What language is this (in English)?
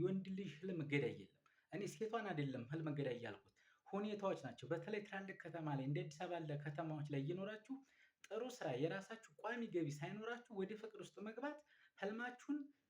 Amharic